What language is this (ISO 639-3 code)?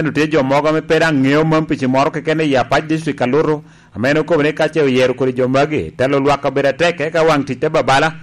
laj